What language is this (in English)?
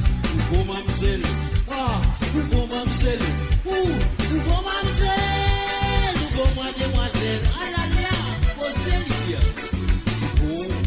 Morisyen